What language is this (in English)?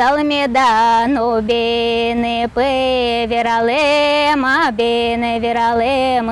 Udmurt